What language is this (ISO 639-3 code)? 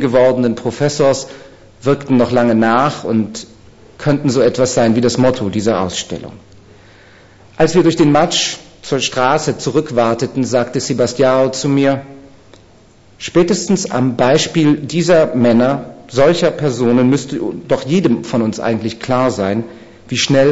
deu